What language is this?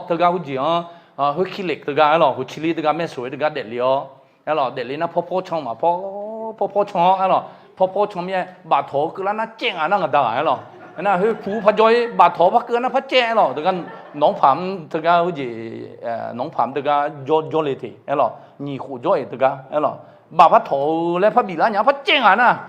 Akha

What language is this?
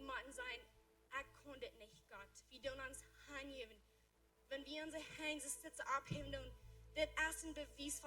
Plautdietsch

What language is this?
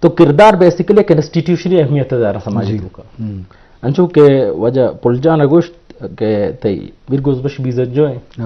Eastern Balochi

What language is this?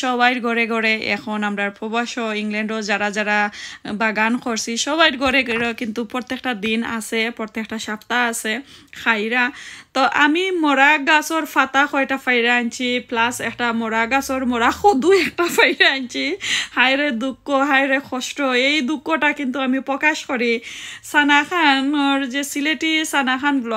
Sylheti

